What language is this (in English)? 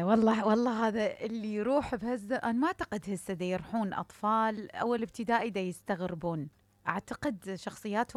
Mesopotamian Arabic